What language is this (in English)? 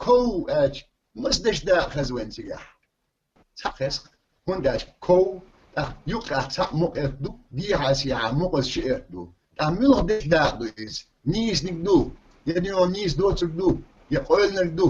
Chechen